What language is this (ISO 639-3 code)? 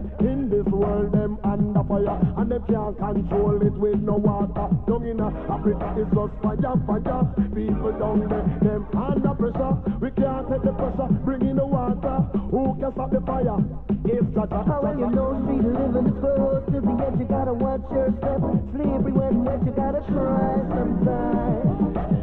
jam